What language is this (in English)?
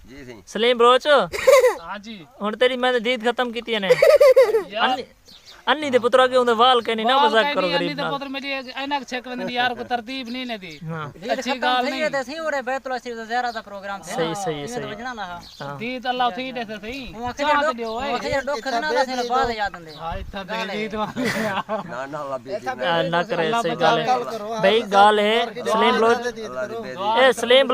Saraiki